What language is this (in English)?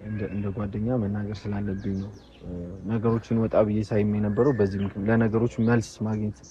Amharic